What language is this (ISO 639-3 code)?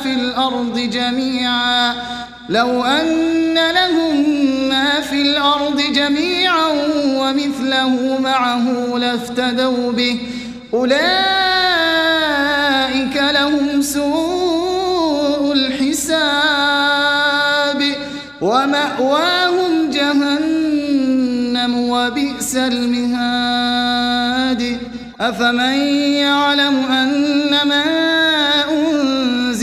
ara